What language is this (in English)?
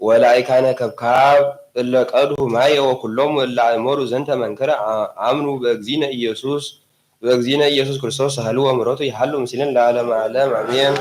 Geez